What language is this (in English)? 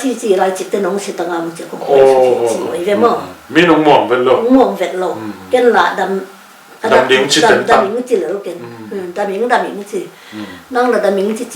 Tedim Chin